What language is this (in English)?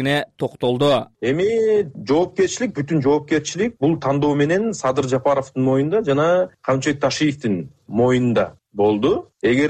Kyrgyz